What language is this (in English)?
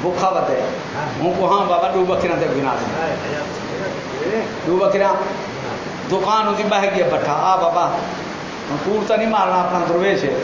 Saraiki